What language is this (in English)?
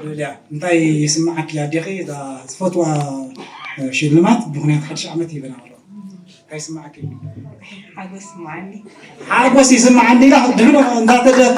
Tigrinya